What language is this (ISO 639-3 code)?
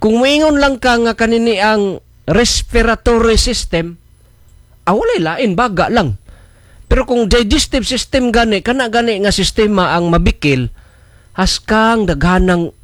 ceb